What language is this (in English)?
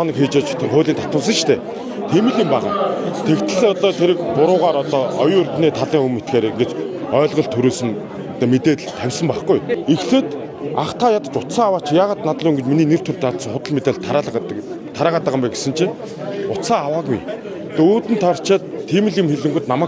Mongolian